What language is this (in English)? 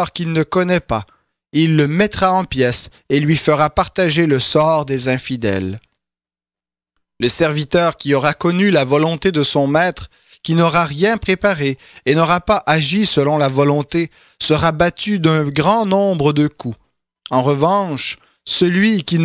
French